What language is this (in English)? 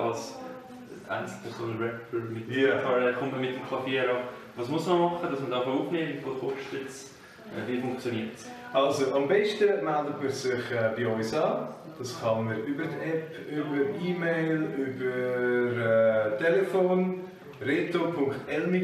Swiss German